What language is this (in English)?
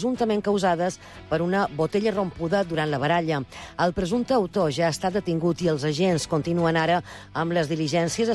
Catalan